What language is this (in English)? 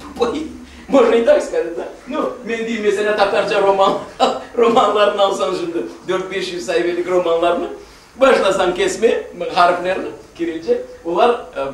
Crimean Tatar